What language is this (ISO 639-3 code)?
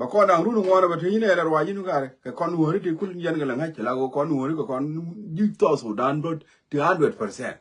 nus